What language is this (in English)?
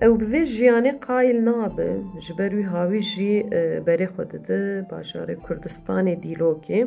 Kurdish